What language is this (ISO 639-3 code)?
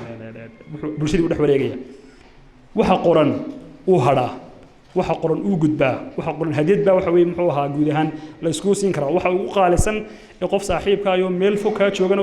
som